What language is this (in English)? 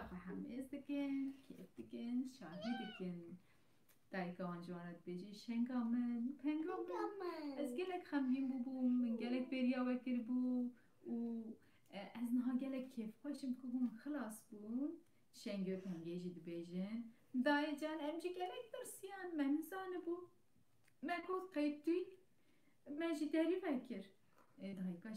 Kurdish